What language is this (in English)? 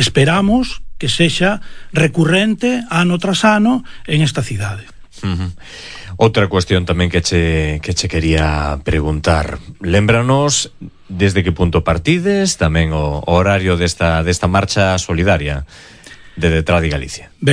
Galician